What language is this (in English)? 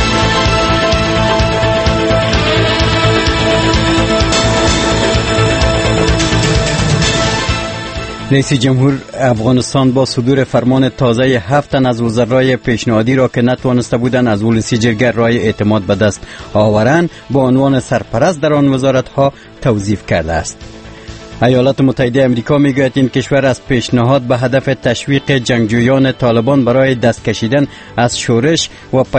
Persian